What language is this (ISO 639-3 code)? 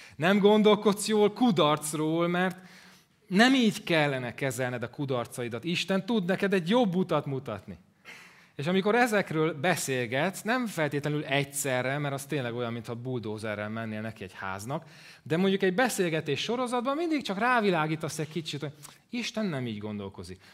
hun